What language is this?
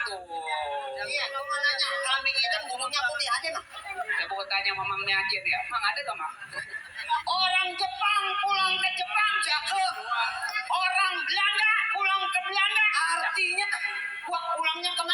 Betawi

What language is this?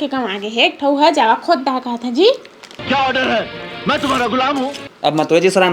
Chhattisgarhi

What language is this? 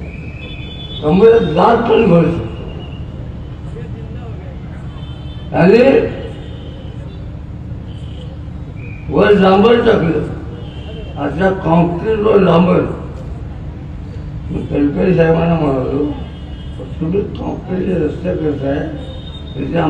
Marathi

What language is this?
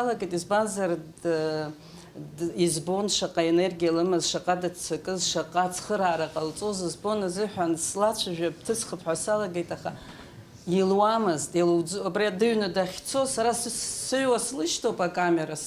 Abkhazian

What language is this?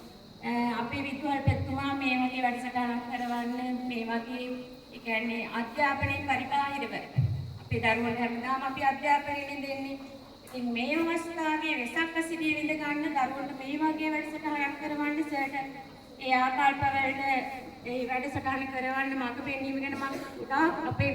Sinhala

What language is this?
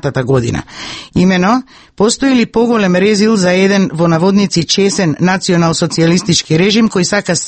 Macedonian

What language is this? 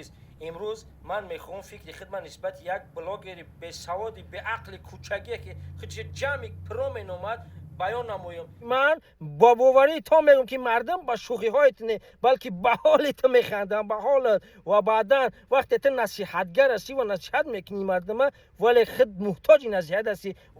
Tajik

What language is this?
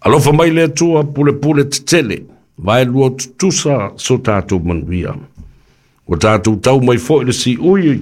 Samoan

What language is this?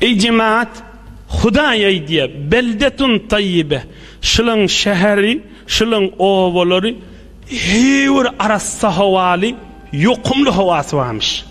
Turkmen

